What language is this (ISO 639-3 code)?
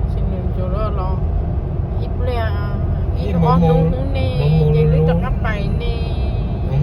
hmn